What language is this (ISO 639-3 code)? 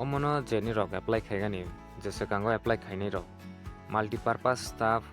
trp